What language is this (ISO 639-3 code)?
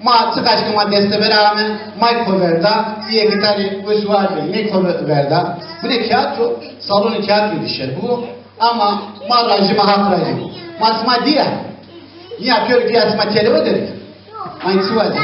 zza